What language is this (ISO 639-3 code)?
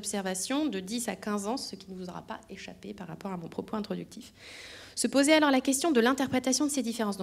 fra